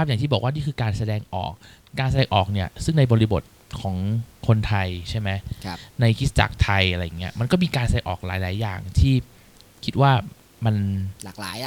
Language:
Thai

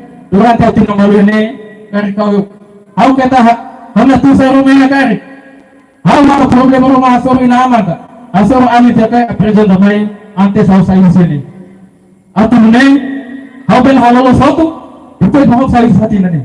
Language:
Tetum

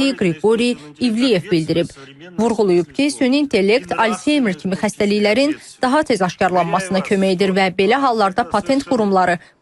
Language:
Azerbaijani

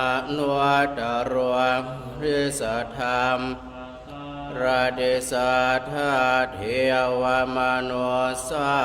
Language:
Pali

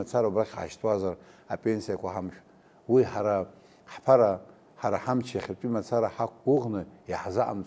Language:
Abkhazian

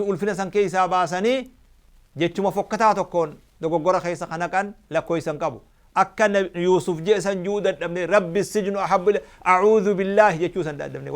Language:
Oromo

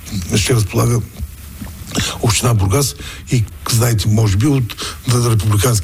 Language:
Bulgarian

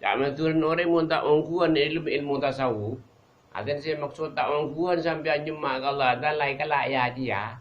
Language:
Madurese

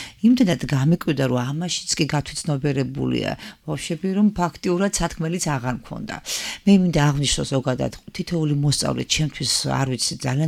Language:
Georgian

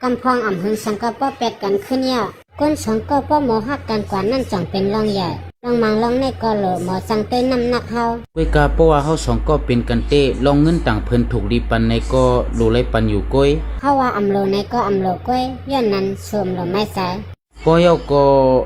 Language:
Shan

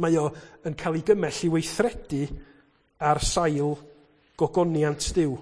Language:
Welsh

